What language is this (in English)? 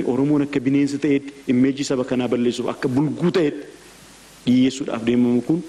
Oromo